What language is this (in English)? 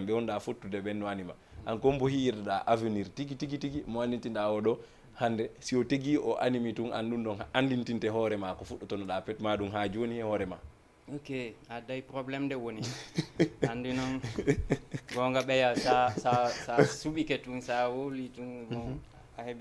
Fula